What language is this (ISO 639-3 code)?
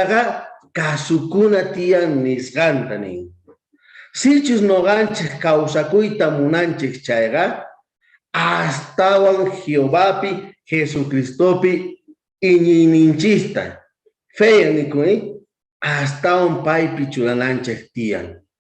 quh